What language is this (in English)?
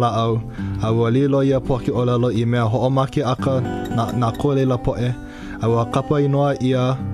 Hawaiian